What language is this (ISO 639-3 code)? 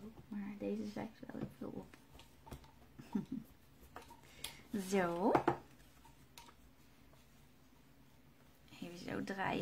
nld